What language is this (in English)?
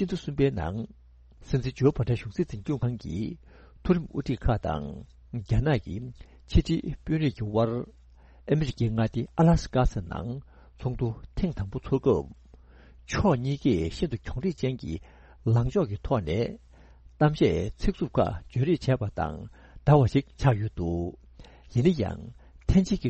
Tibetan